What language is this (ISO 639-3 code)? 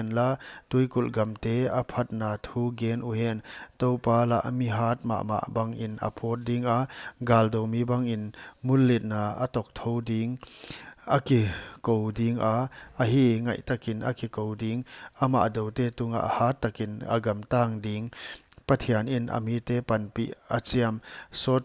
pck